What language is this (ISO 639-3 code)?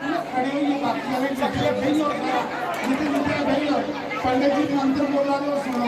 doi